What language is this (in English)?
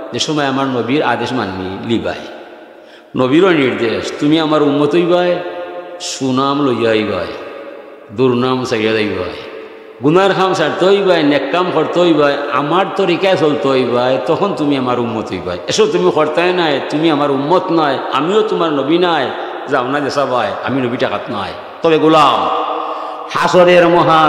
Sylheti